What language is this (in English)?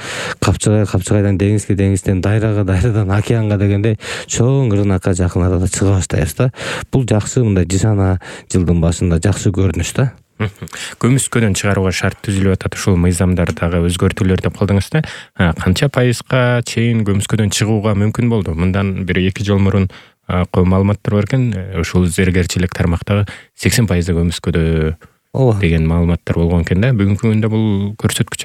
Kyrgyz